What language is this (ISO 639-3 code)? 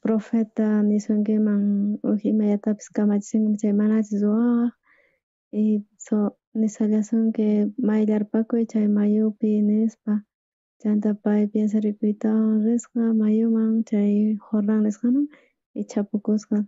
quh